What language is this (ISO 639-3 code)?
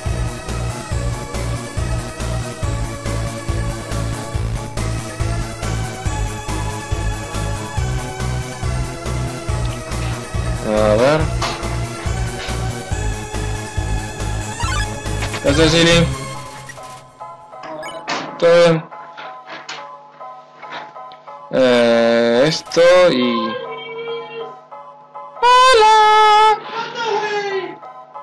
spa